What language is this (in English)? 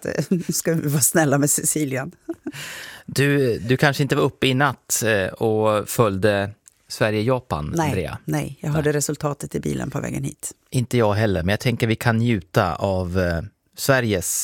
Swedish